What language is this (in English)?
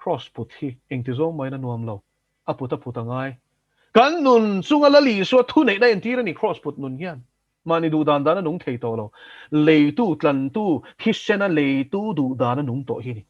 Mizo